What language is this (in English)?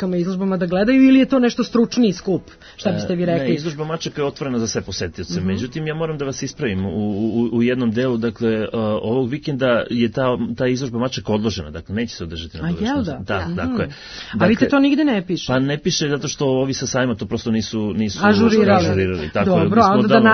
Serbian